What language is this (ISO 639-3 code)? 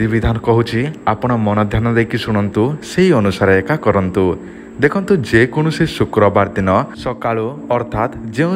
ori